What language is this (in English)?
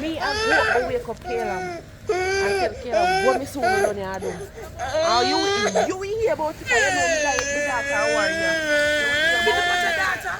Jamaican Creole English